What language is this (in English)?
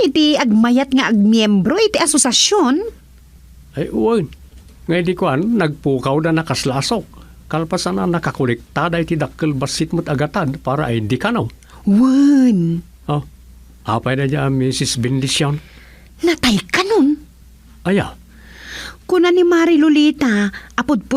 Iloko